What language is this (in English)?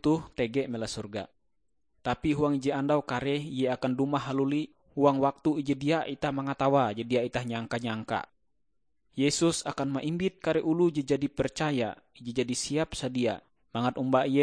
Ngaju